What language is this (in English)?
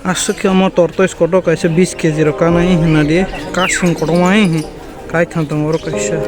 Kok Borok